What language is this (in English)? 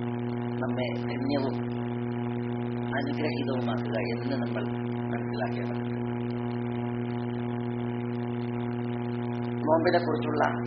Malayalam